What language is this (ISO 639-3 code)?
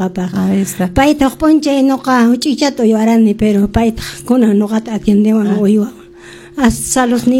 que